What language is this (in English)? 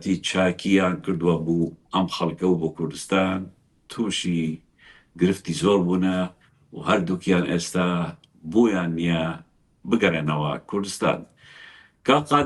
Central Kurdish